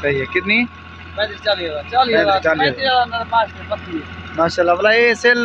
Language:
Saraiki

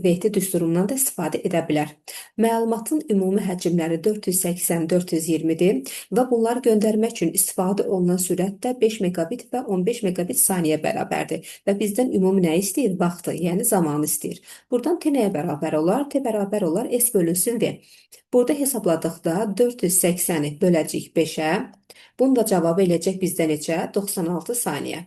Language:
Azerbaijani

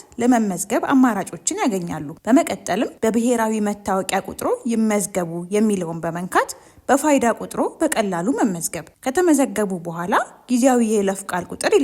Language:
Amharic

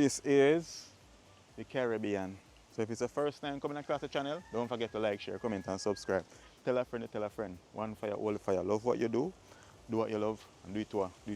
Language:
Jamaican Creole English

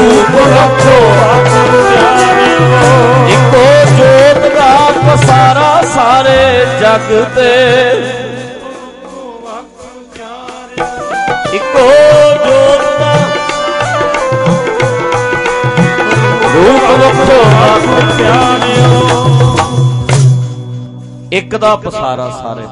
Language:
Punjabi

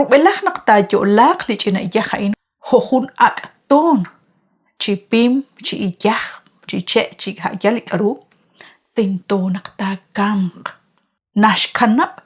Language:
Kekchí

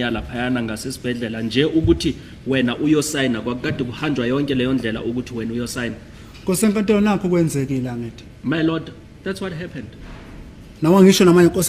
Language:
Zulu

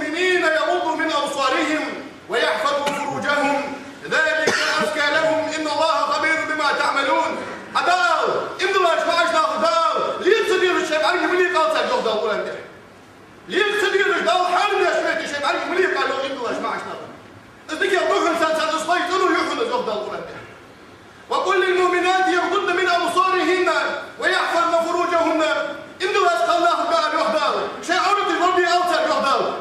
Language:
Ingush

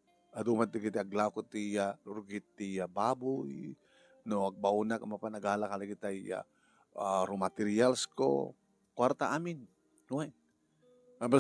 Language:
Iloko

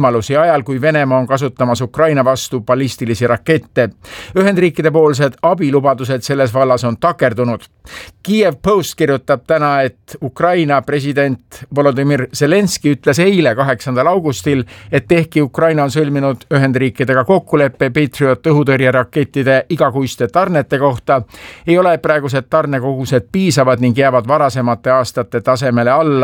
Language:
Estonian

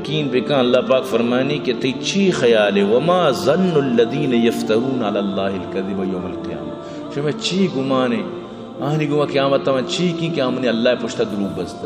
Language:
Baluchi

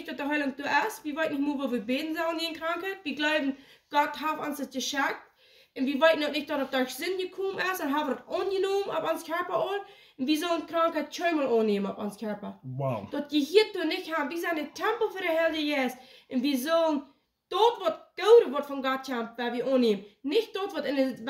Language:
Plautdietsch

